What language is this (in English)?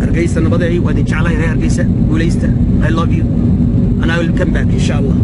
Somali